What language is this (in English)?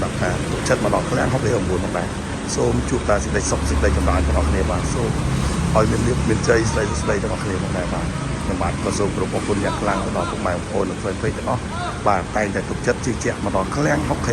Khmer